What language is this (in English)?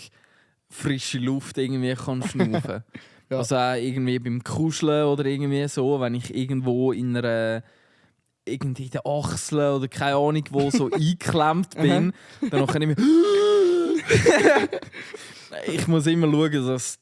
Swiss German